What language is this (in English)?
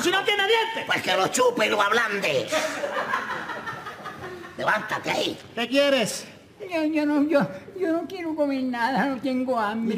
Spanish